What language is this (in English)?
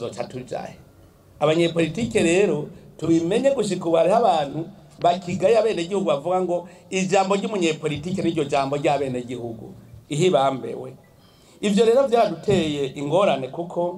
Rundi